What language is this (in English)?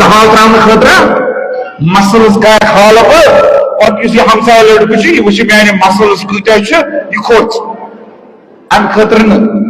Kashmiri